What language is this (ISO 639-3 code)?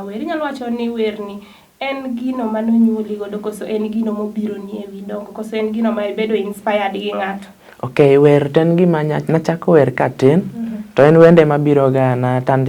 luo